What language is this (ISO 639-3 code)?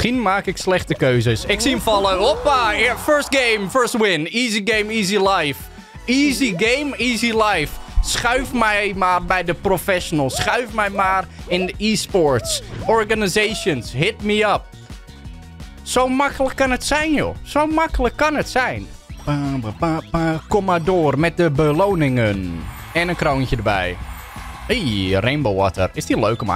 nld